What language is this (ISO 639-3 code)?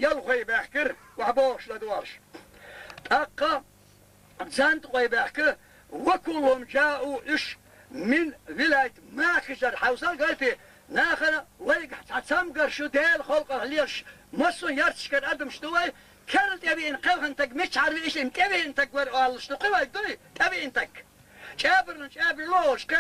che